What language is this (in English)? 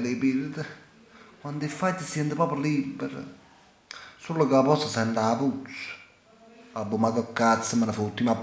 Neapolitan